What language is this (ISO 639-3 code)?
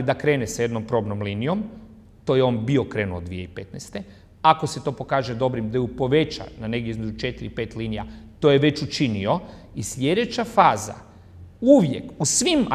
hrv